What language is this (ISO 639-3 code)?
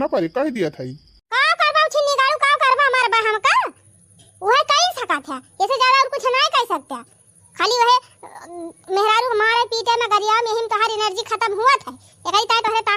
awa